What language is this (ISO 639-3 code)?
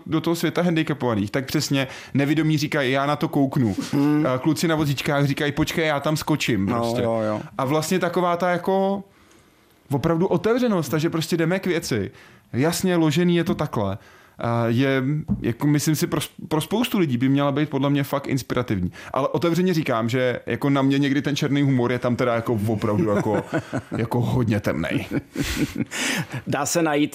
ces